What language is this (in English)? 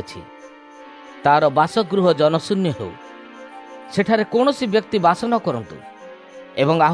Odia